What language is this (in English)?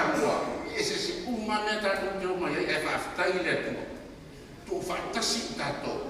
Samoan